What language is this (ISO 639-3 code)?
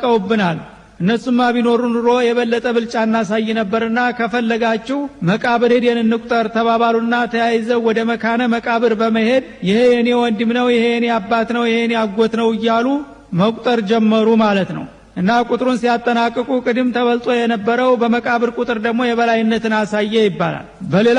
amh